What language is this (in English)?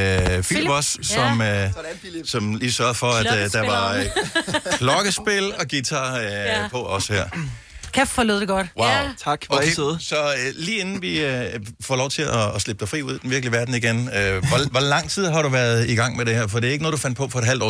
Danish